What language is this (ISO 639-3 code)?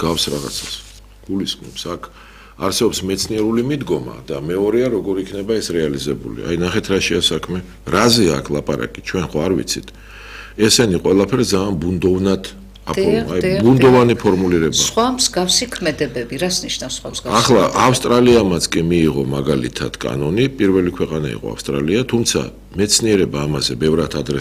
kat